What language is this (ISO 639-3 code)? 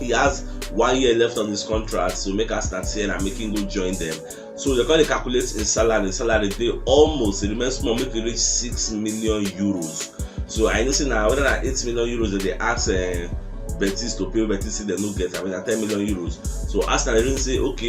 pcm